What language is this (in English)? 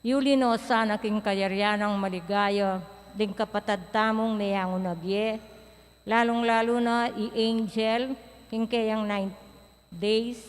Pampanga